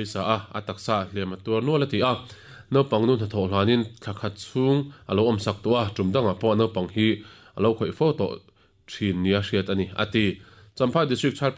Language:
Mizo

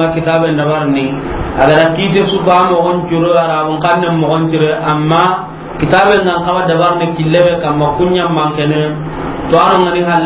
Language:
Soninke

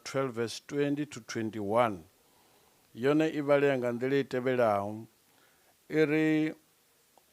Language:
Venda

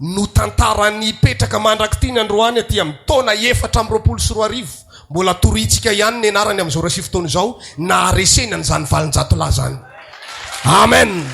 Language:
Malagasy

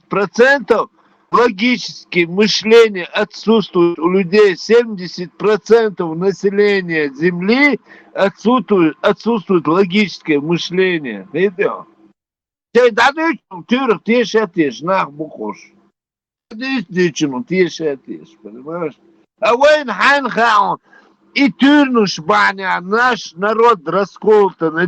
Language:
Chechen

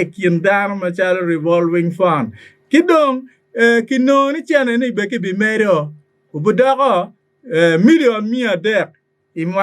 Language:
Acoli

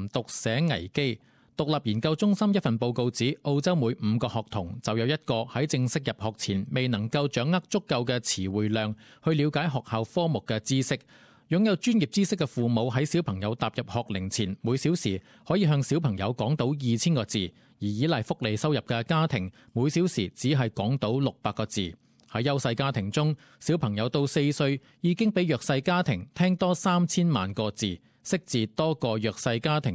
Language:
Cantonese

